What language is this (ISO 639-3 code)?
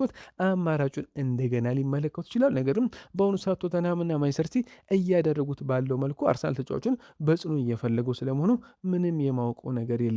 amh